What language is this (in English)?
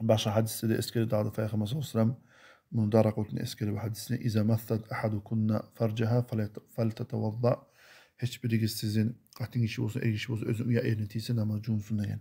Kumyk